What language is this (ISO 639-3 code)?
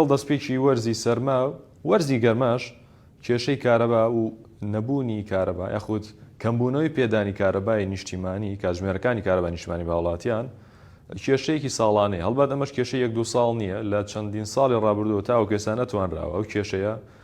ckb